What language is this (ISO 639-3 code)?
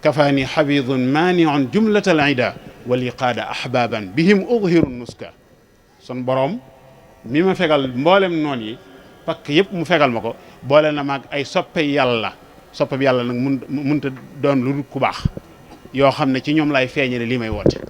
wol